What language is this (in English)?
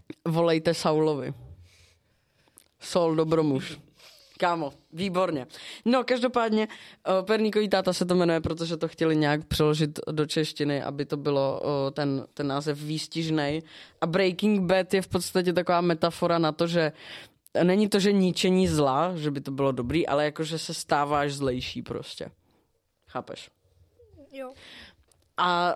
Czech